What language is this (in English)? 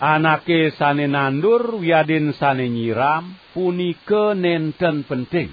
Balinese